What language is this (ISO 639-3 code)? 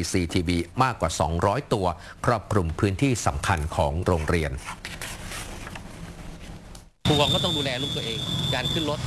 tha